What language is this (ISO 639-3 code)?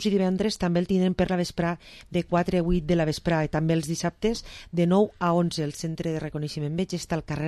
cat